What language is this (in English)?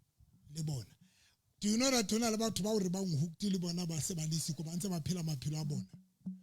Southern Sotho